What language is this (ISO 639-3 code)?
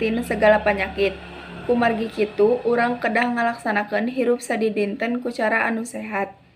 sun